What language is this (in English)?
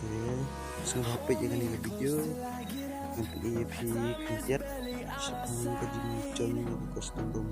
Khasi